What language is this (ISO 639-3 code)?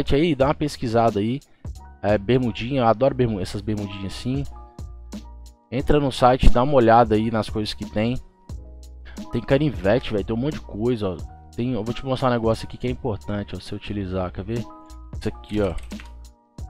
por